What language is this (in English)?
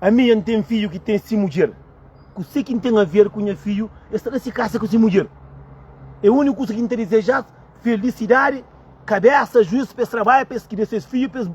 Kabuverdianu